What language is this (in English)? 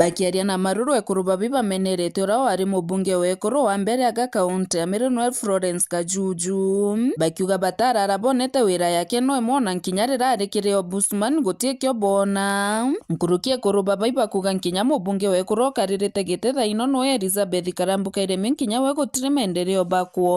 Meru